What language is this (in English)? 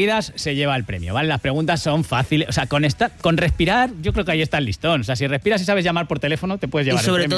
Spanish